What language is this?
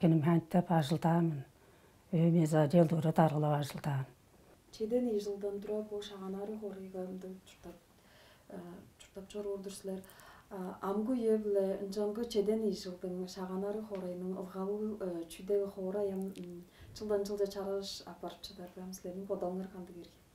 Tuvinian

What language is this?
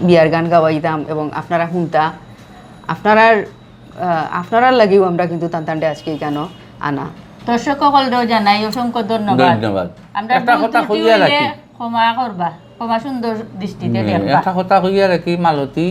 Sylheti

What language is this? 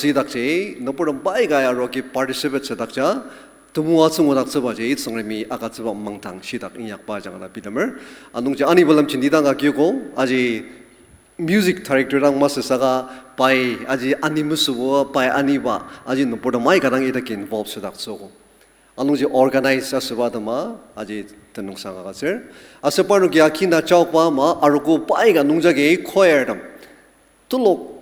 Ao Naga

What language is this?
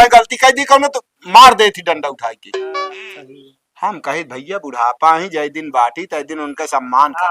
Awadhi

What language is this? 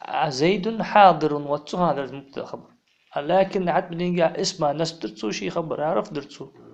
Ingush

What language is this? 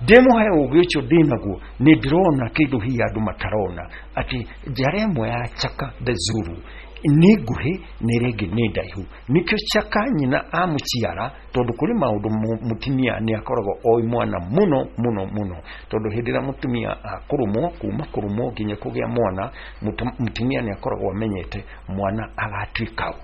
Kikuyu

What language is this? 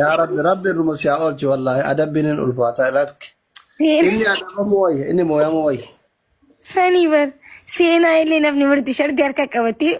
Oromo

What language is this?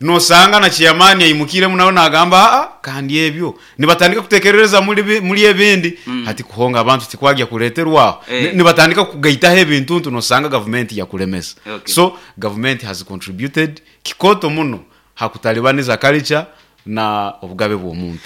Nyankole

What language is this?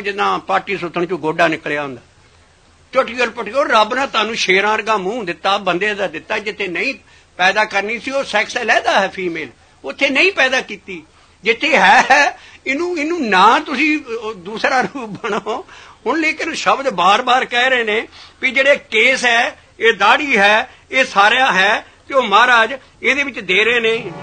Punjabi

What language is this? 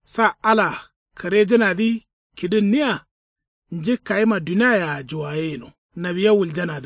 Kanuri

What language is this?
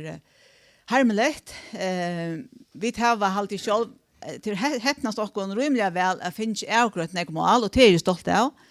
Faroese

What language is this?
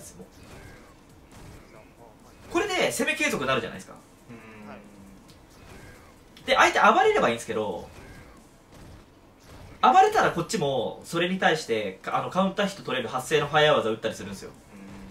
Japanese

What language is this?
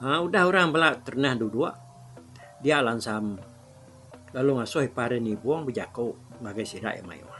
Iban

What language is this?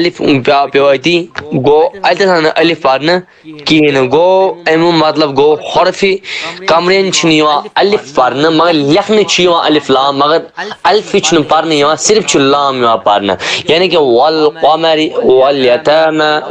Kashmiri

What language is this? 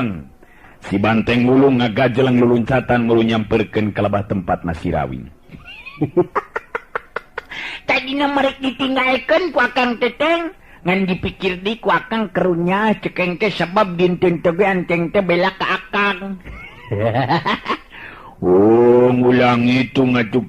Sundanese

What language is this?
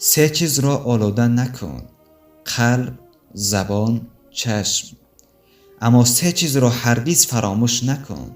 Tajik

